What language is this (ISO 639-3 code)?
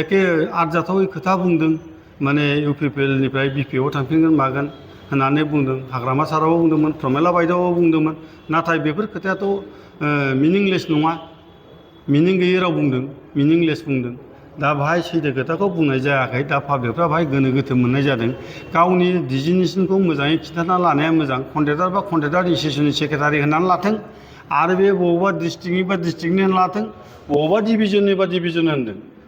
brx